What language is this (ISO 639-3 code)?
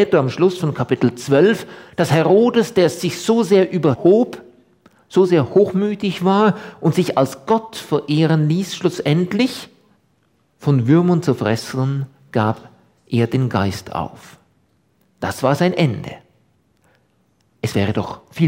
deu